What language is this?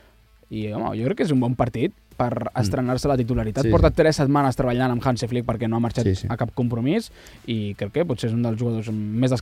Catalan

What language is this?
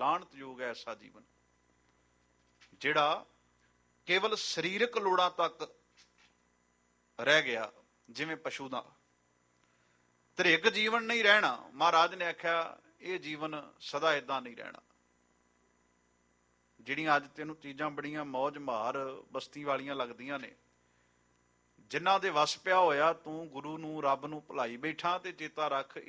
Punjabi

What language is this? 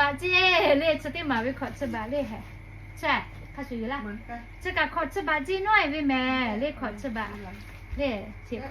Lahu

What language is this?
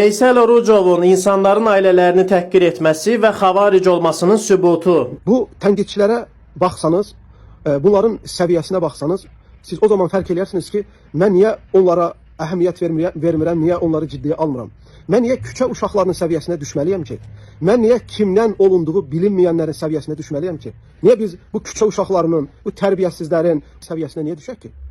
Azerbaijani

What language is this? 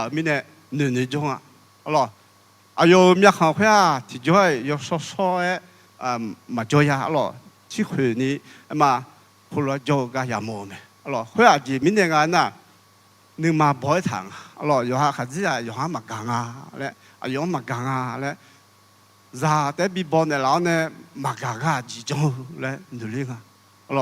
Akha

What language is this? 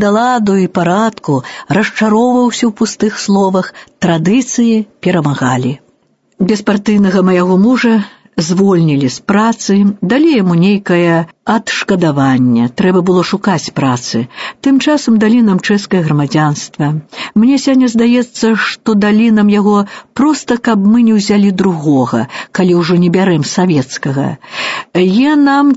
Belarusian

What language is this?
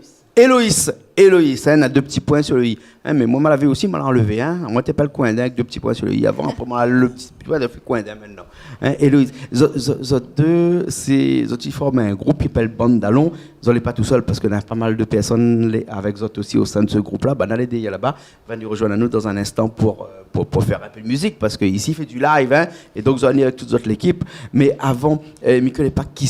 Réunion Creole French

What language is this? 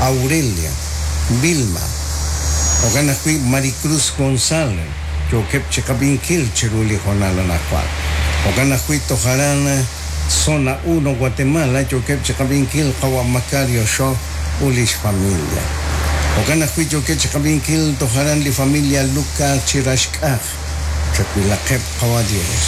Kekchí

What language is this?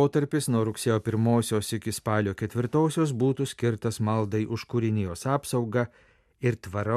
Lithuanian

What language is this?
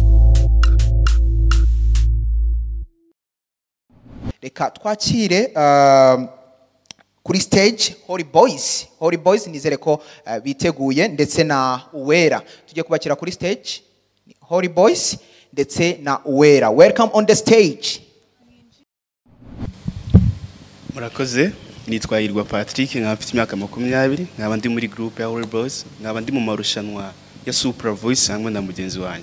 Kinyarwanda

